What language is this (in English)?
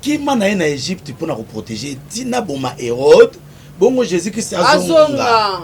Lingala